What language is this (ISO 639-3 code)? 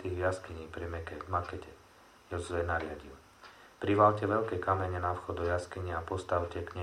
slk